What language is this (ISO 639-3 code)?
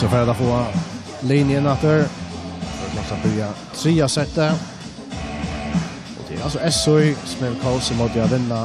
fao